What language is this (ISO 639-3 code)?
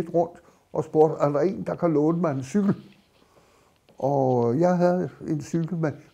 dan